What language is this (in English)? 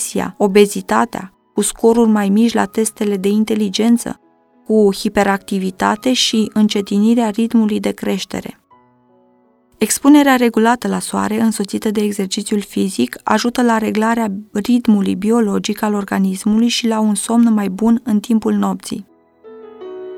Romanian